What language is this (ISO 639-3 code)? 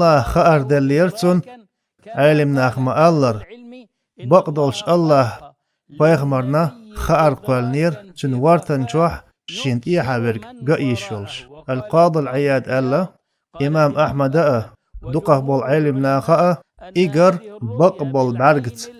che